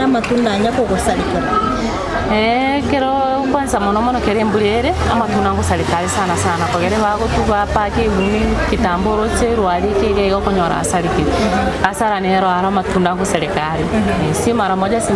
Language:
Gusii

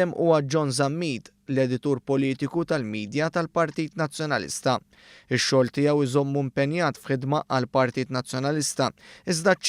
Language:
Maltese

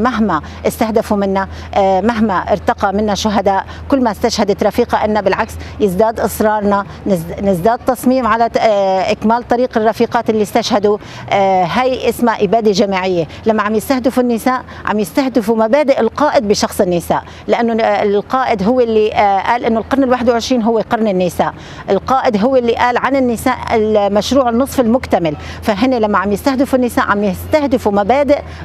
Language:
Kurdish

